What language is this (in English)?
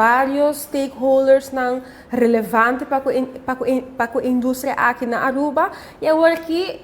Papiamento